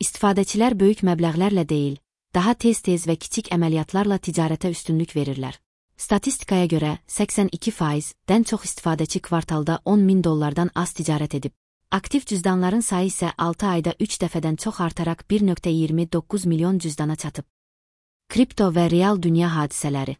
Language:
Azerbaijani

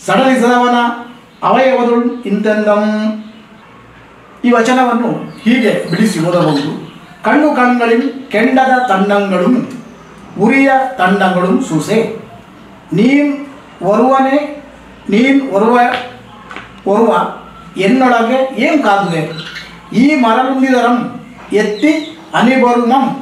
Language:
Kannada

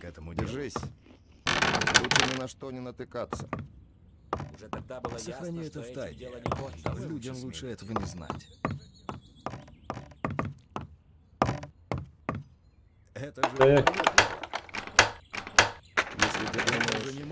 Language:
Russian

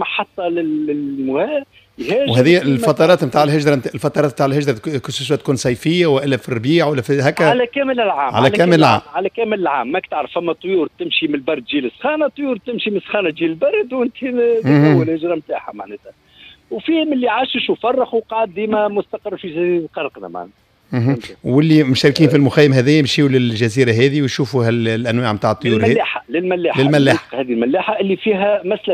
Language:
Tunisian Arabic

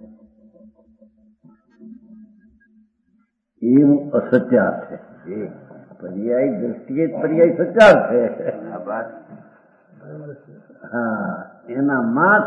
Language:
Gujarati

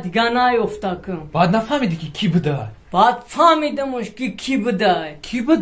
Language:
Tajik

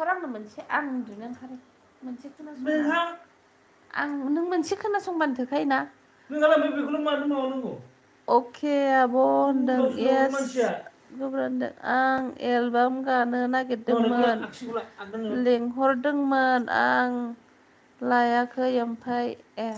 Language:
Bodo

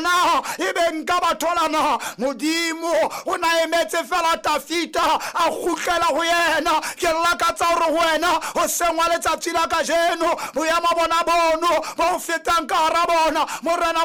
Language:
Southern Sotho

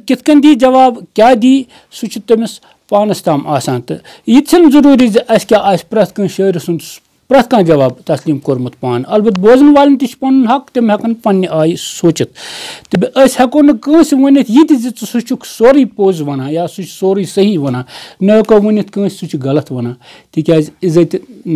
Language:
Kashmiri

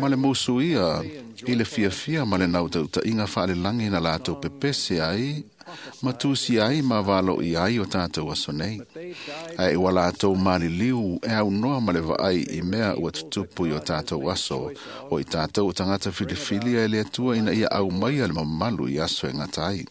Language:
Samoan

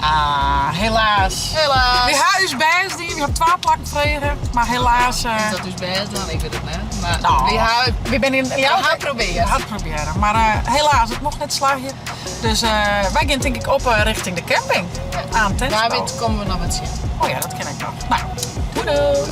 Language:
Western Frisian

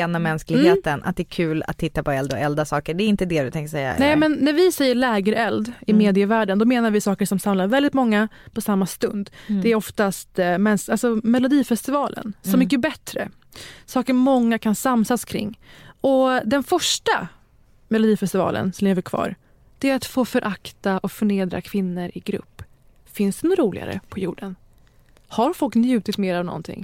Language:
Swedish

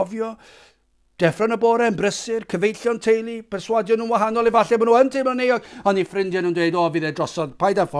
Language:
Welsh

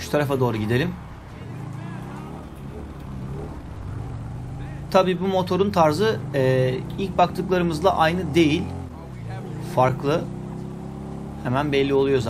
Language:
Turkish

